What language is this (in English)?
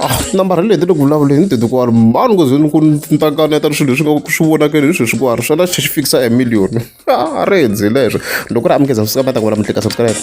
Tsonga